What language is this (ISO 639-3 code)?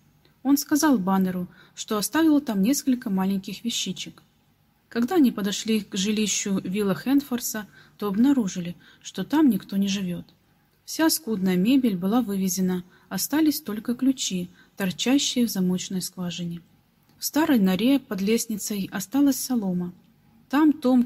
rus